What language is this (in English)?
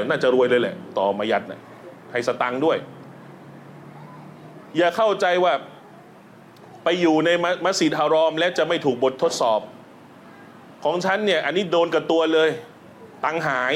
Thai